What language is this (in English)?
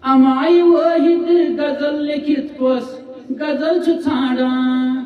Kashmiri